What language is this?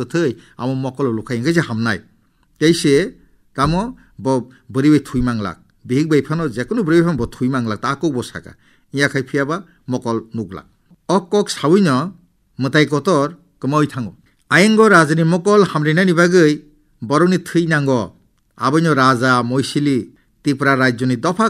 Kok Borok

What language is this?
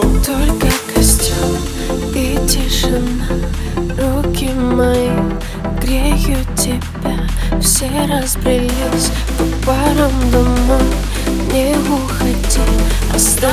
Russian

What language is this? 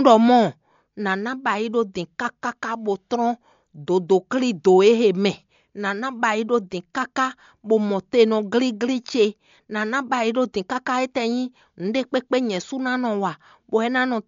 Fon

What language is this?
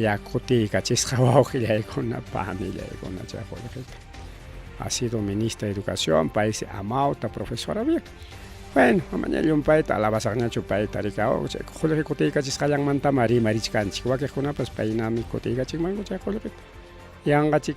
Ayacucho Quechua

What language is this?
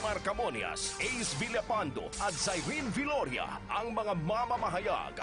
Bikol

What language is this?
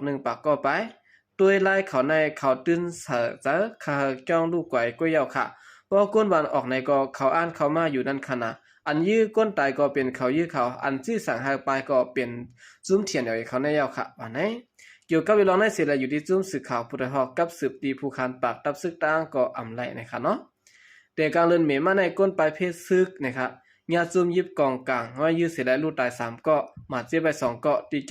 Shan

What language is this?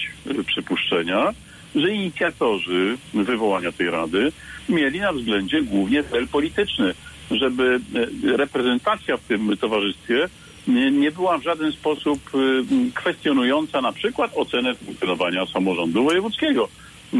Polish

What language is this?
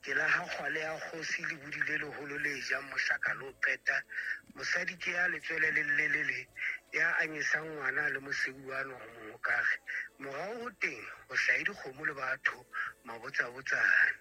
Southern Sotho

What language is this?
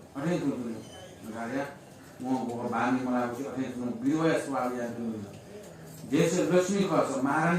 Newari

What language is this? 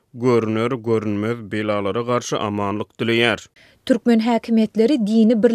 Turkmen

